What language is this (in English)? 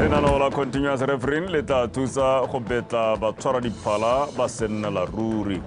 Tswana